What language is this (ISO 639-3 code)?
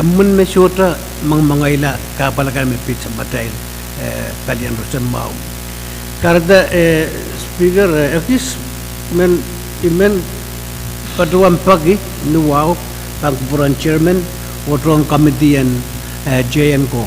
pon